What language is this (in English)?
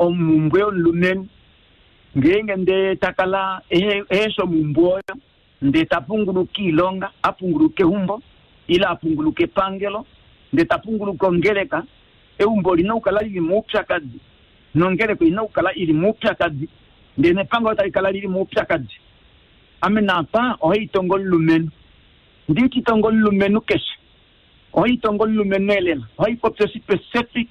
Kuanyama